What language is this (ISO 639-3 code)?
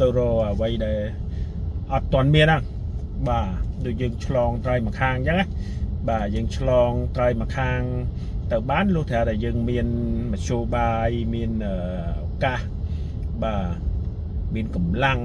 khm